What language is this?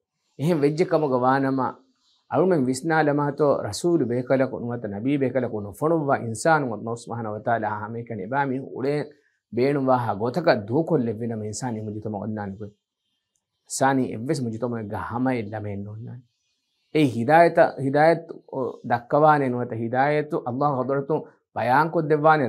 Divehi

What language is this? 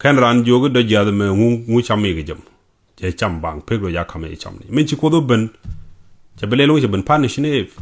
Nuer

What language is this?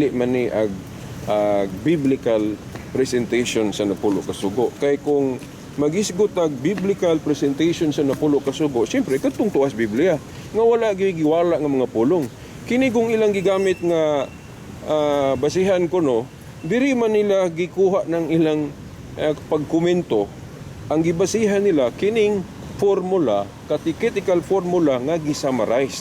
Cebuano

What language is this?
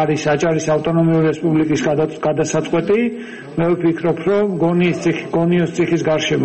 Georgian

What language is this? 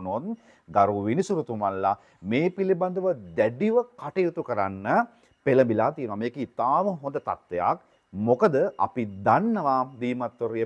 Sinhala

